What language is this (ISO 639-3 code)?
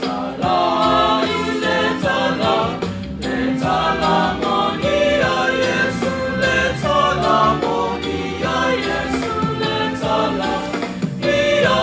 smo